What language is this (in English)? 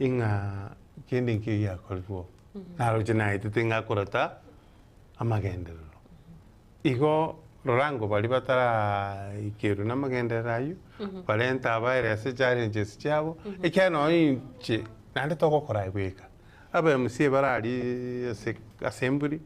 Gusii